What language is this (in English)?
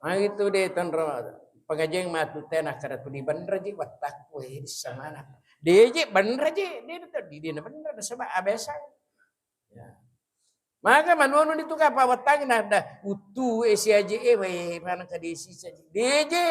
Buginese